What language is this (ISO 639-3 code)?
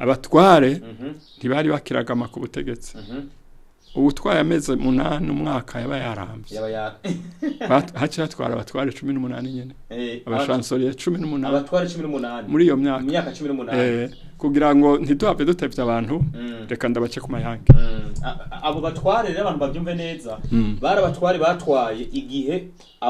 run